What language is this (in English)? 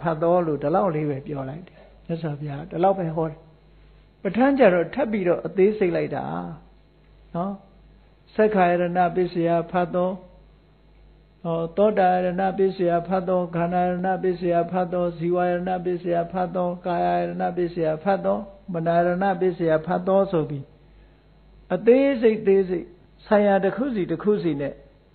Burmese